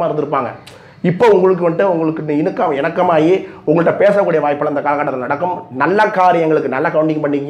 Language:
Tamil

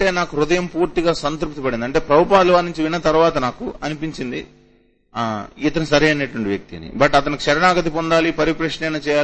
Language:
Telugu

